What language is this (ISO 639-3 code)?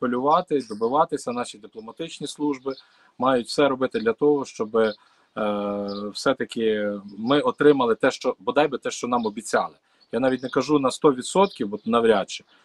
ukr